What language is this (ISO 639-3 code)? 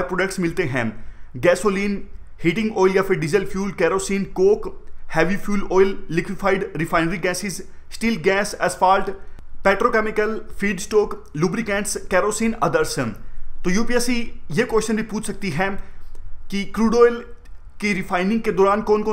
hin